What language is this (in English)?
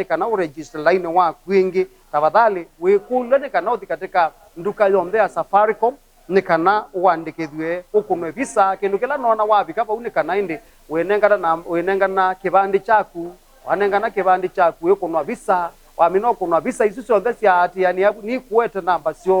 Kamba